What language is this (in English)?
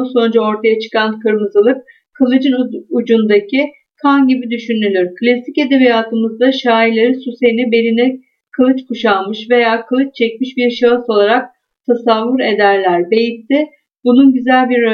Turkish